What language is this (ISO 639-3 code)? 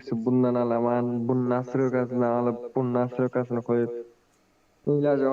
kaa